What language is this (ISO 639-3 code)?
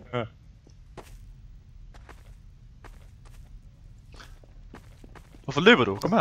dan